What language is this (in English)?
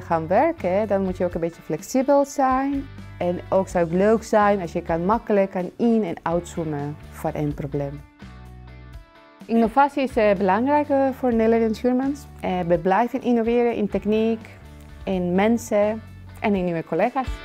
Dutch